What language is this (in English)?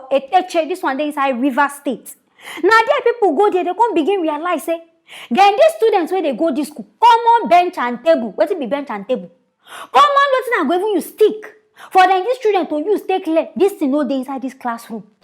Nigerian Pidgin